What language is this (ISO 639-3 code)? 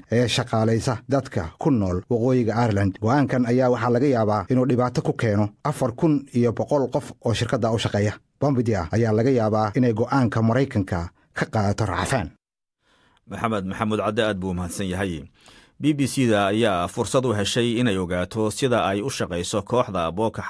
som